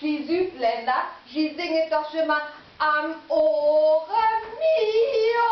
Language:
Low German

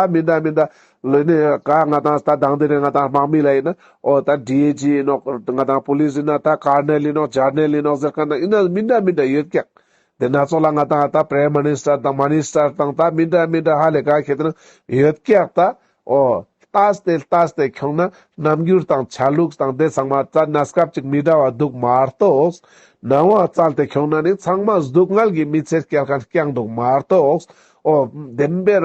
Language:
Ladakhi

